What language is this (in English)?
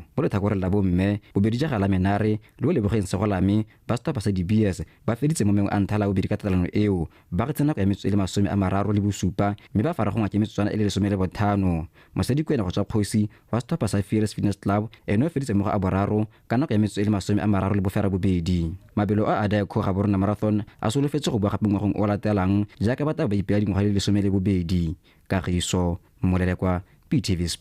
Tswana